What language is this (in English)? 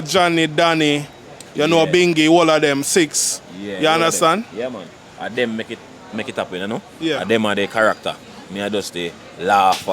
Jamaican Creole English